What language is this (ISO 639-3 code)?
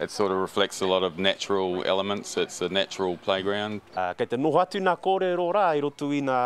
mri